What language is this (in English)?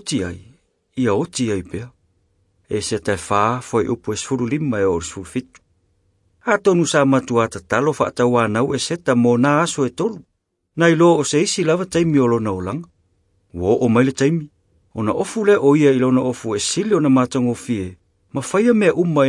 Samoan